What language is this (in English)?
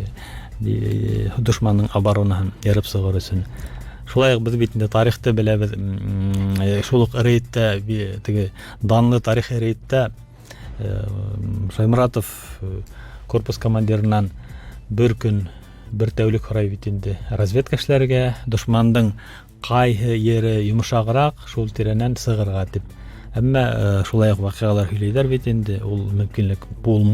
Bashkir